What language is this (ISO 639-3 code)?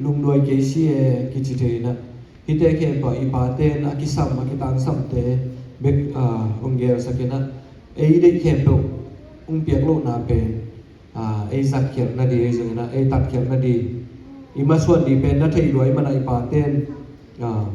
ctd